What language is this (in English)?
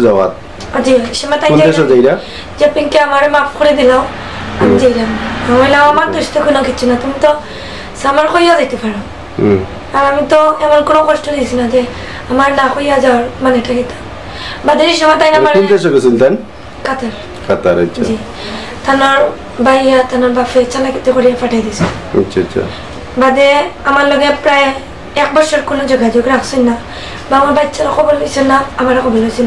Sylheti